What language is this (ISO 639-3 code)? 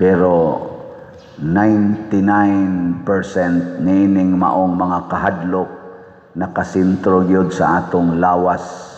ceb